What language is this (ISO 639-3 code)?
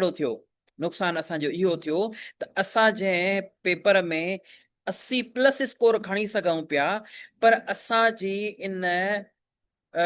snd